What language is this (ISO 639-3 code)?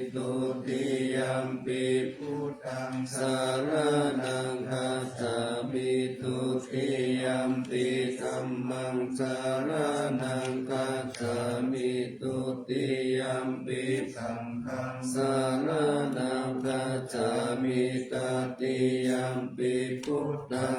pli